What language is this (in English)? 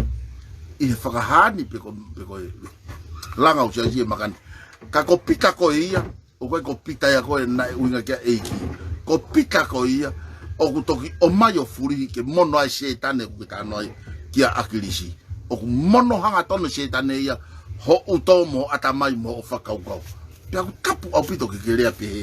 Tongan